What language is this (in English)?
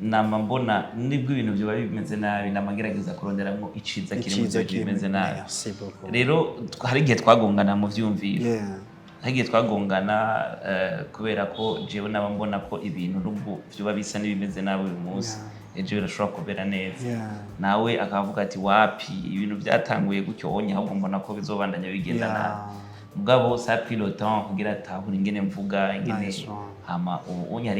Rundi